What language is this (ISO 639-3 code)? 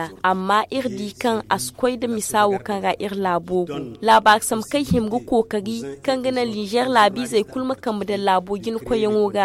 dje